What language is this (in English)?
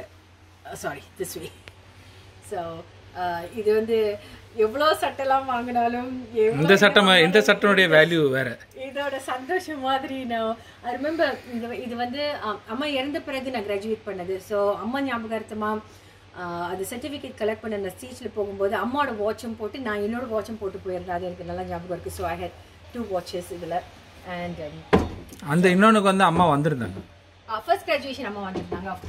Tamil